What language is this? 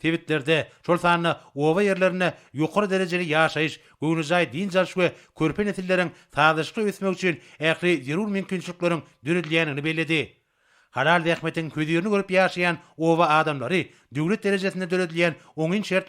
Turkmen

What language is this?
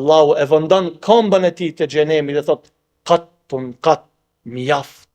Albanian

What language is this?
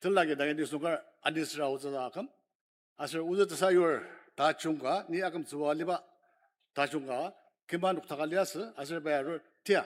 Ao Naga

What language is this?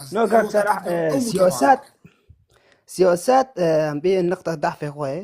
Kurdish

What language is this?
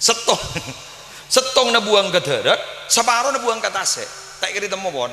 Madurese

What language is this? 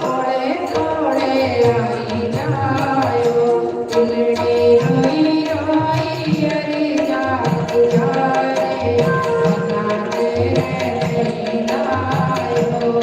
Dogri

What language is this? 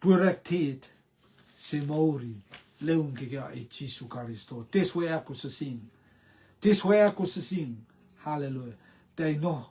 Rotuman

